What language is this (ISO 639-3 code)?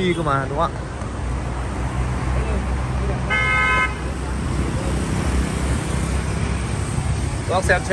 vie